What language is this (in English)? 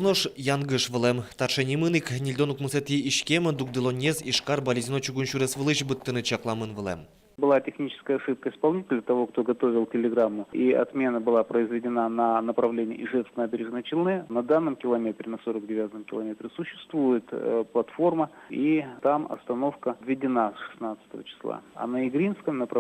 Udmurt